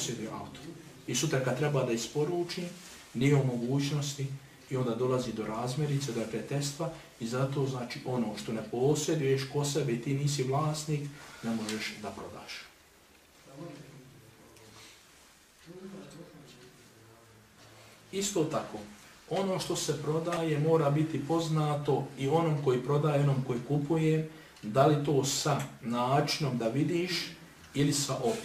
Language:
Bosnian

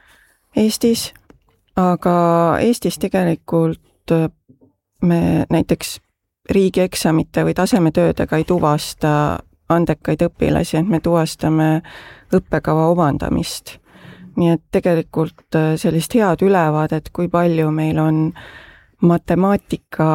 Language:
Estonian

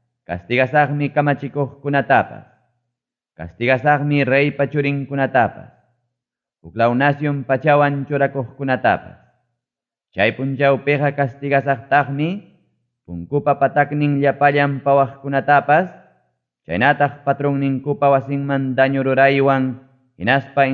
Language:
Ayacucho Quechua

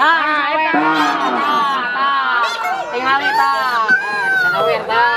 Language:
Sundanese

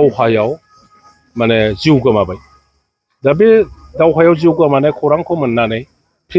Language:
Bodo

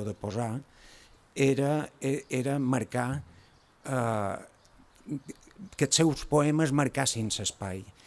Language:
Catalan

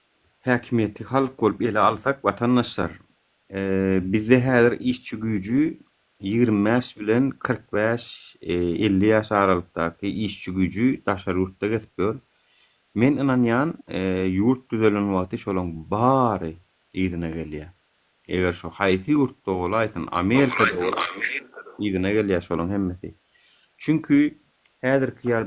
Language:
Turkmen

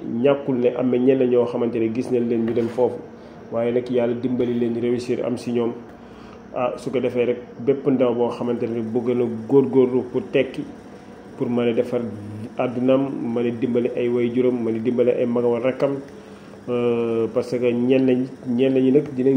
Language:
Wolof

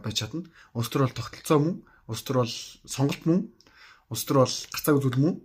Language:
Mongolian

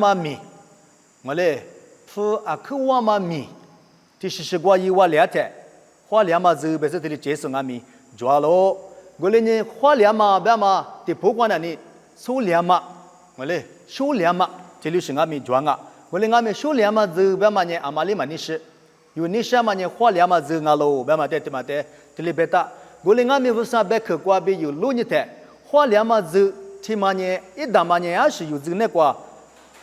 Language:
Lisu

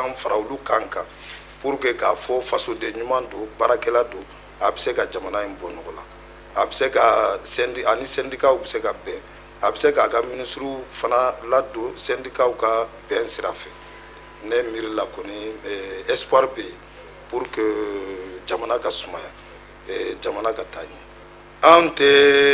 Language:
Bambara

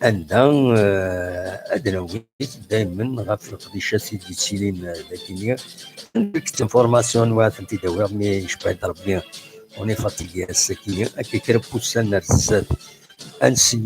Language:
Kabyle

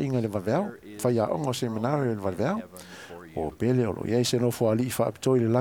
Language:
Samoan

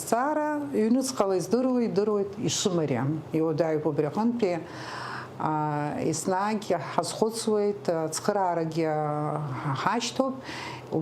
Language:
Abkhazian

